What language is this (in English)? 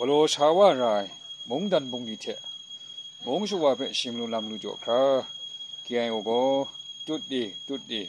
Kachin